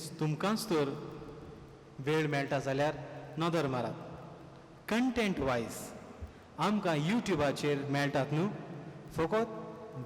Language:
Konkani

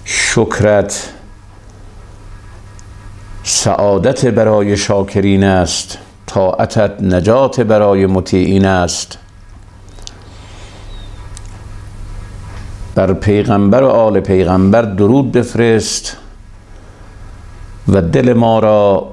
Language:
Persian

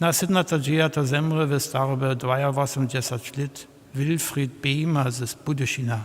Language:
Upper Sorbian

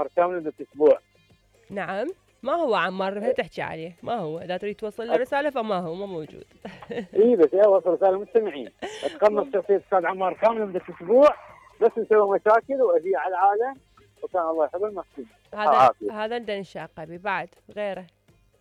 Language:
Mesopotamian Arabic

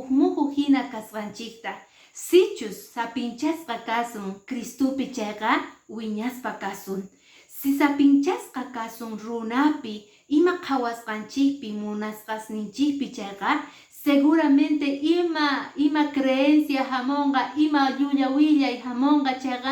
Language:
Quechua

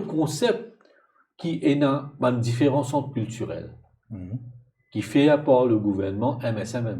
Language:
Morisyen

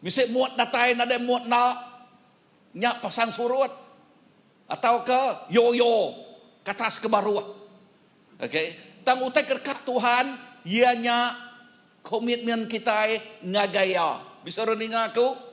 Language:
Iban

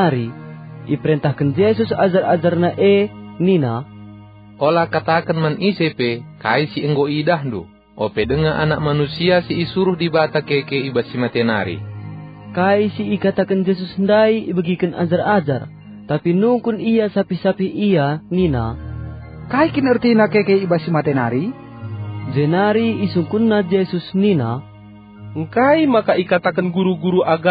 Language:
Batak Karo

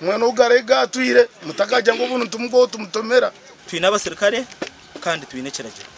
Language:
Nyankole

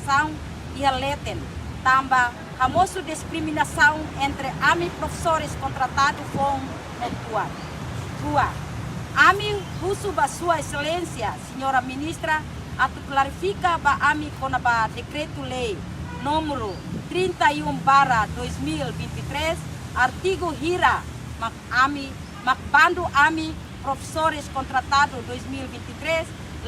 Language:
Tetum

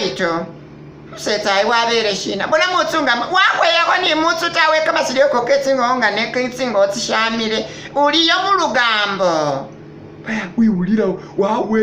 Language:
Masaaba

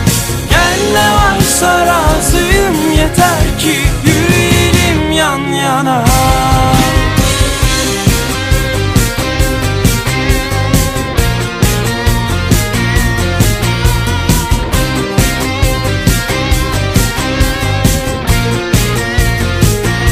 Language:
Turkish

